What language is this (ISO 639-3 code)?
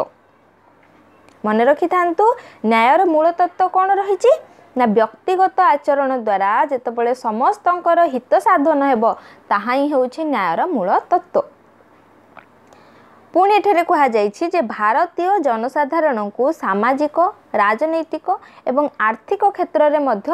ori